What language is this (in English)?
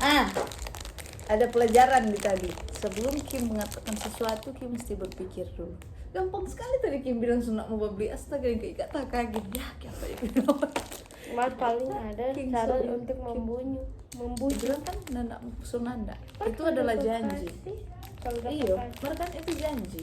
Manado Malay